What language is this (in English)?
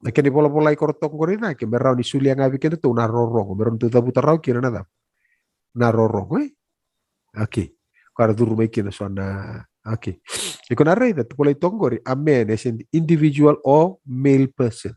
Fijian